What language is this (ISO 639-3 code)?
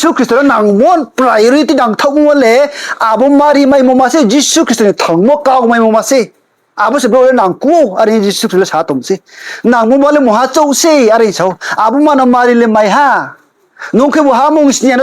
ria